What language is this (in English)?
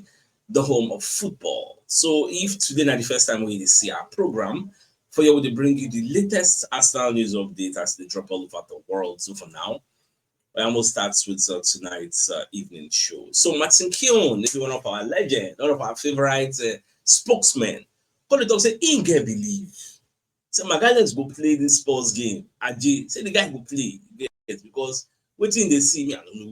Nigerian Pidgin